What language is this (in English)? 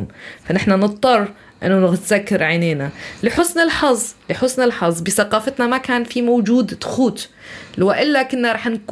North Levantine Arabic